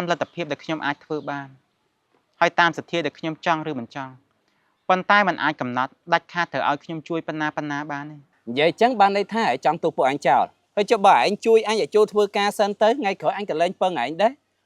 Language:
Khmer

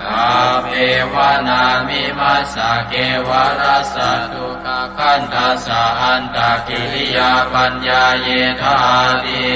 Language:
Pali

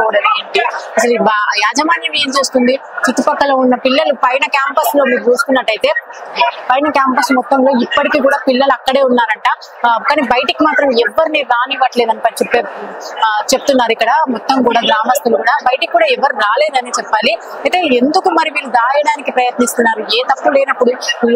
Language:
Telugu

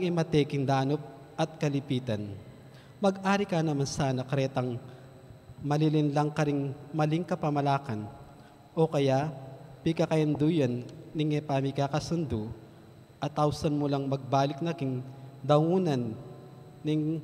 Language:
Pampanga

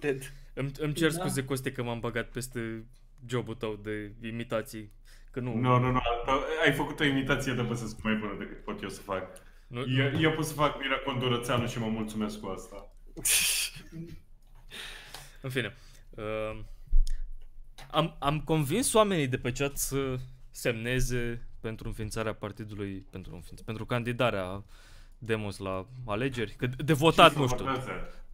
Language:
Romanian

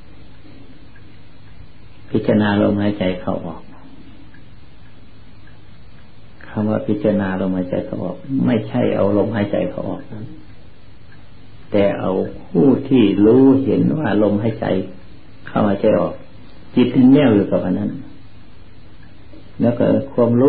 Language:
Thai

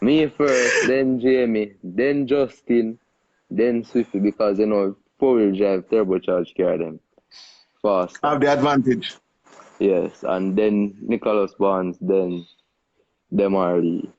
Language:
Jamaican Creole English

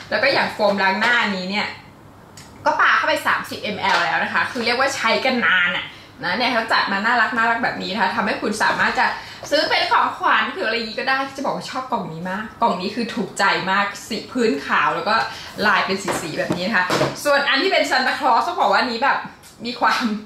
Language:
Thai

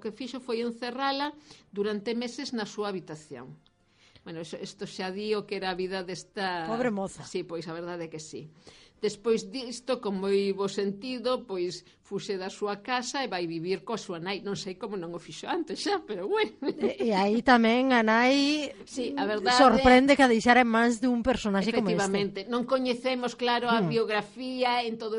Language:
Galician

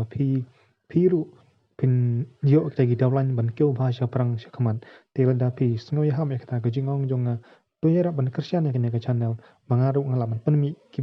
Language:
Khasi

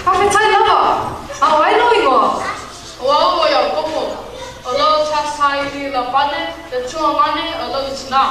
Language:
Samoan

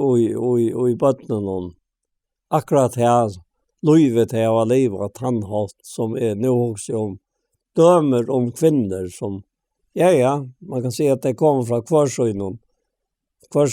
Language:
Faroese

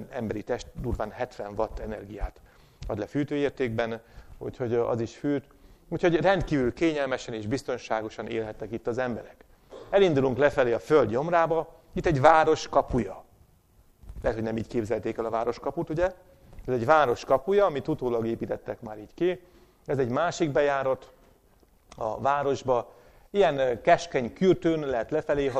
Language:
Hungarian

